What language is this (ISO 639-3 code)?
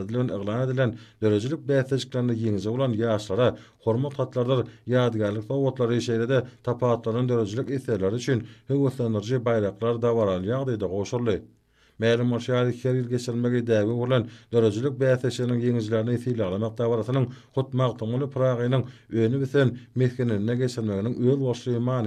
tuk